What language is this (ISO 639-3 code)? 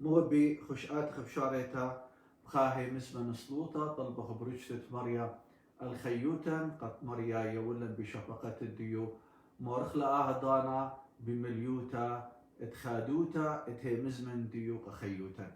aii